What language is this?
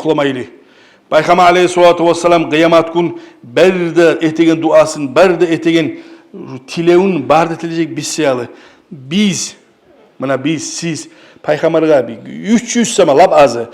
Kumyk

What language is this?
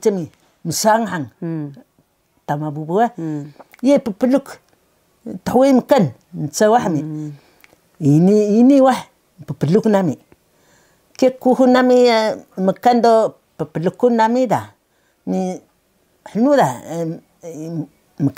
Taroko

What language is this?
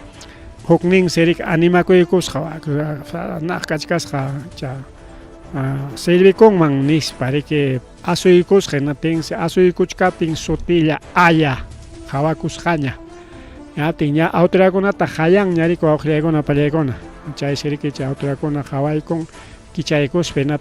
Ayacucho Quechua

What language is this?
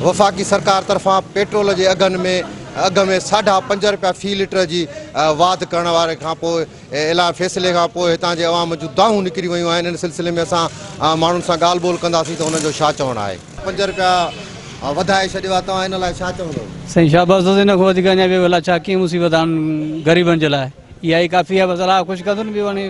Sindhi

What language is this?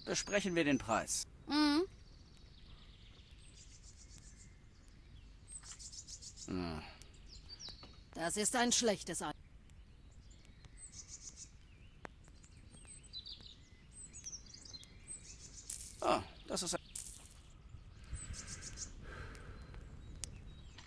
German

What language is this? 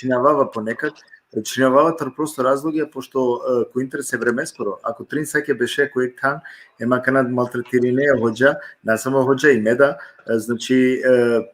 Balkan Romani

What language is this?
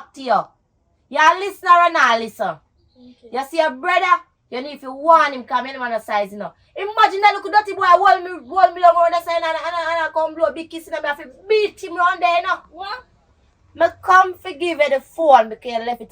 Jamaican Creole English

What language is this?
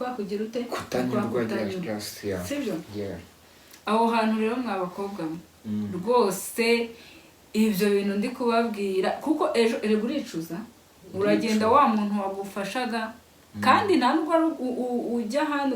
Kinyarwanda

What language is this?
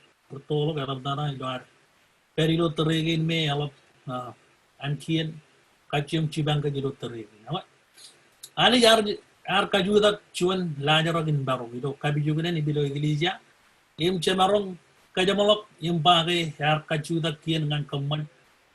Marshallese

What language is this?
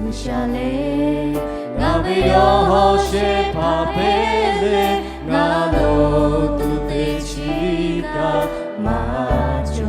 Lahu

